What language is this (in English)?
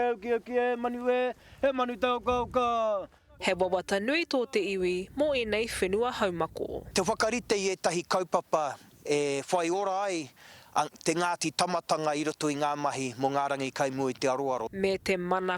Māori